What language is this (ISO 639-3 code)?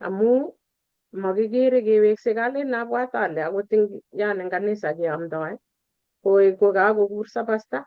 kln